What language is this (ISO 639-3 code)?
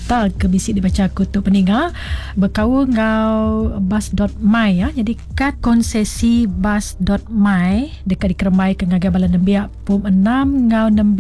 iba